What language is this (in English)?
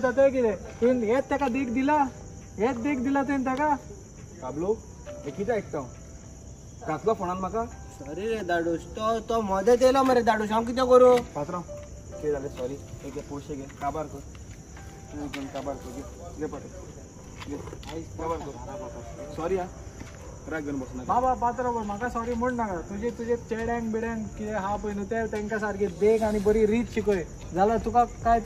Konkani